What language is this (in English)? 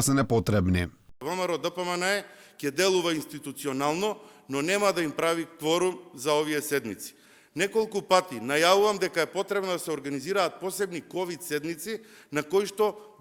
Macedonian